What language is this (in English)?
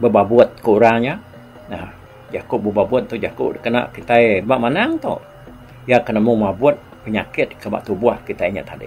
Iban